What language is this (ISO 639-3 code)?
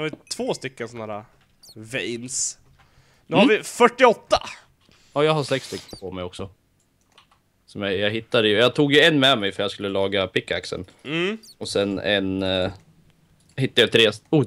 swe